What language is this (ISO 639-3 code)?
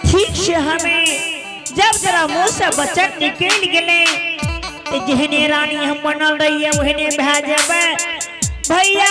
anp